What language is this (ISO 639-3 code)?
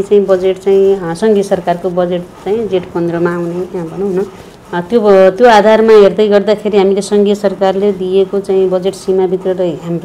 nep